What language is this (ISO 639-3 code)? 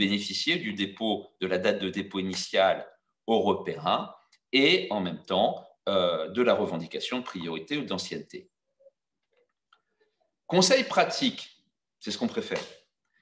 fra